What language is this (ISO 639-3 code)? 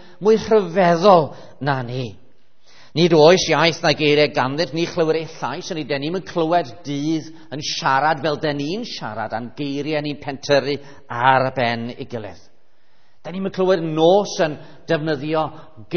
cym